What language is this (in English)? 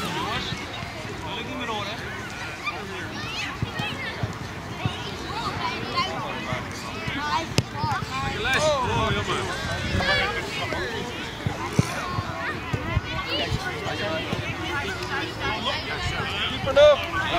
Dutch